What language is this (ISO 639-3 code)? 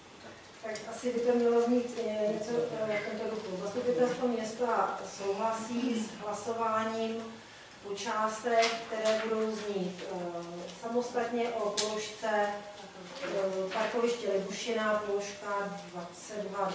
ces